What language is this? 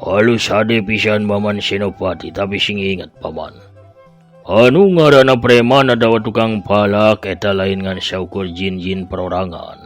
Sundanese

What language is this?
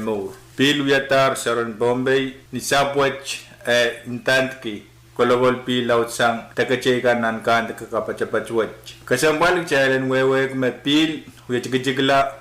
Pohnpeian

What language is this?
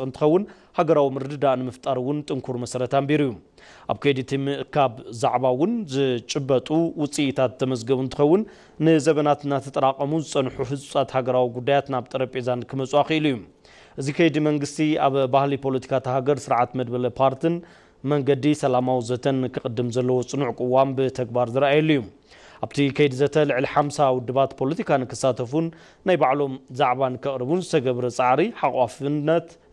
Tigrinya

